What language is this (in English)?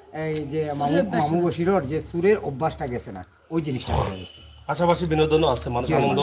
Sylheti